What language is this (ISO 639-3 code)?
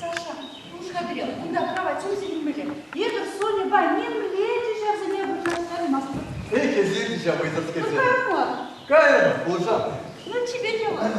chv